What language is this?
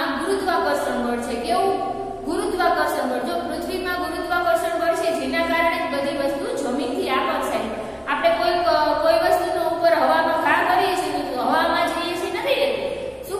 Gujarati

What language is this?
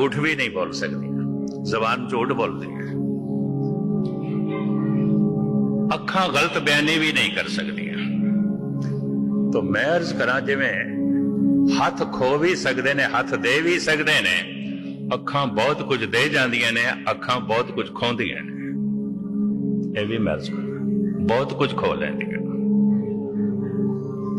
Punjabi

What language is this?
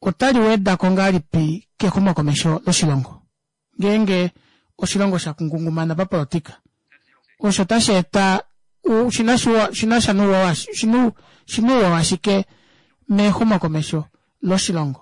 Kuanyama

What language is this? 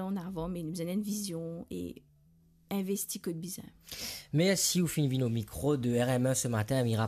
Morisyen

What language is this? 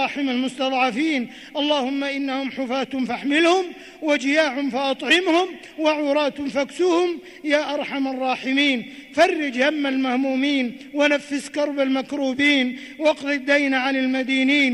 Arabic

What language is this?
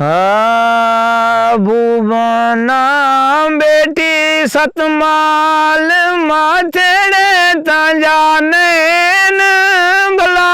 Saraiki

